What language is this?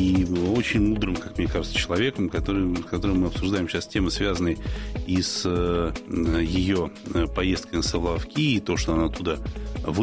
Russian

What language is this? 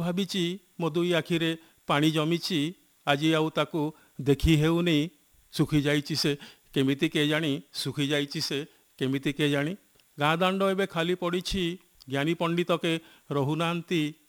Odia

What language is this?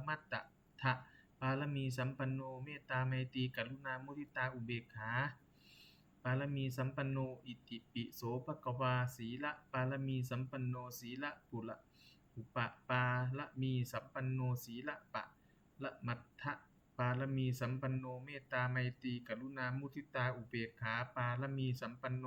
Pali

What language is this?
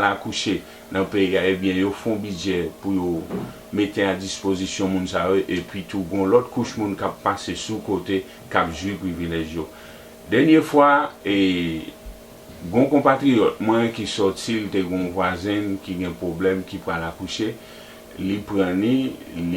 Haitian Creole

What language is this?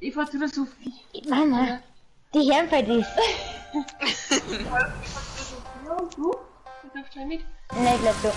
Bavarian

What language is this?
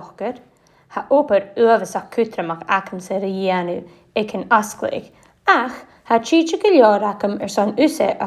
Scottish Gaelic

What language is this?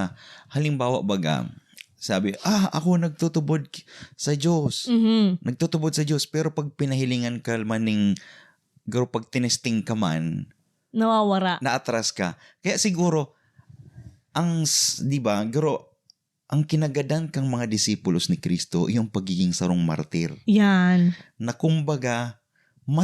Bikol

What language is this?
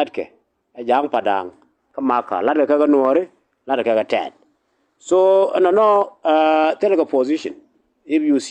Nuer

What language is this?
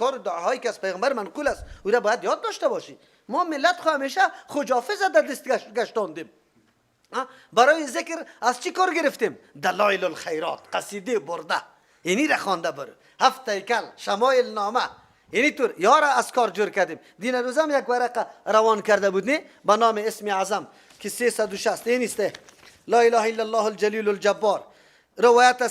Persian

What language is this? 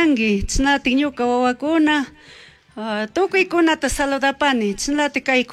Chimborazo Highland Quichua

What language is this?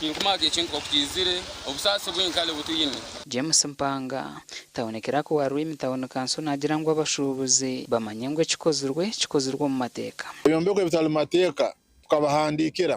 Nyankole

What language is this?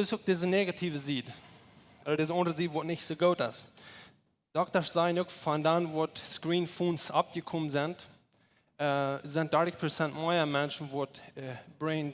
Plautdietsch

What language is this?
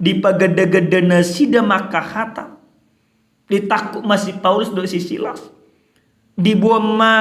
Batak Toba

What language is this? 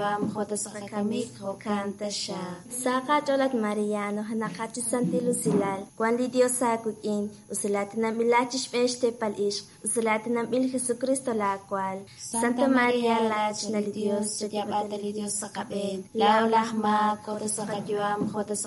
Kekchí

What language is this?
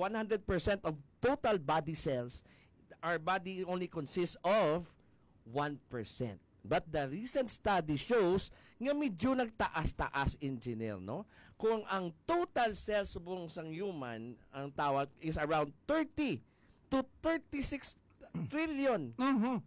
Hiligaynon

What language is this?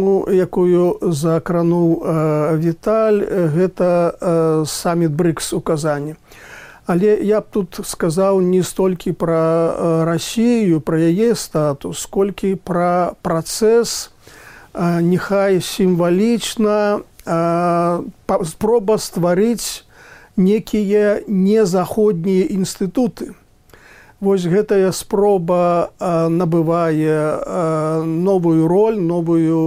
Belarusian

